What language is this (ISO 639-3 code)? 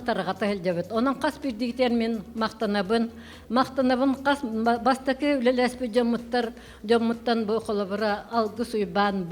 sah